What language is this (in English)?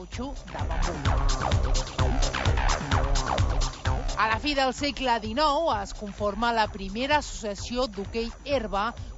Catalan